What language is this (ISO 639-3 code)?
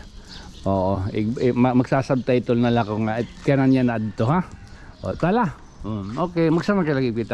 war